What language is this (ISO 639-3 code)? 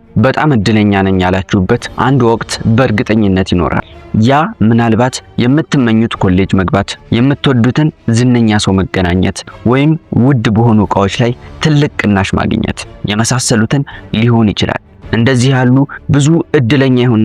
amh